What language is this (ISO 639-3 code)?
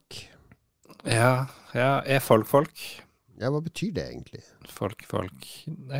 nor